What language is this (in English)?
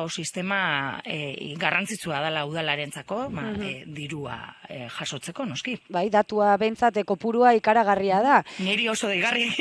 Basque